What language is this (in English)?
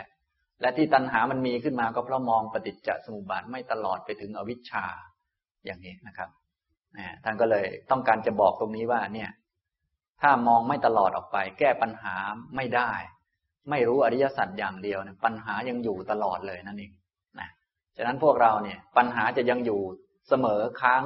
Thai